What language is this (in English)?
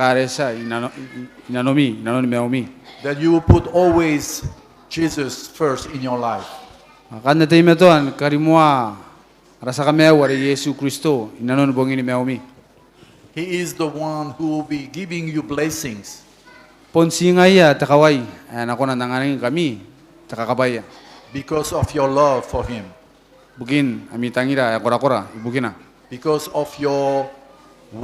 Gilbertese